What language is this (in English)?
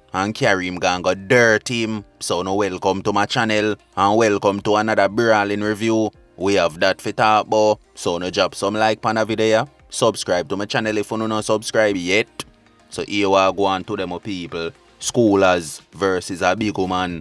Jamaican Creole English